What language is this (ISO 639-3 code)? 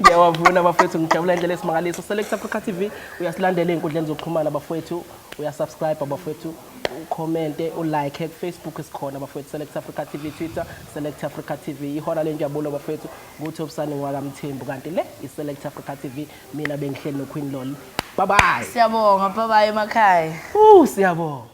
zul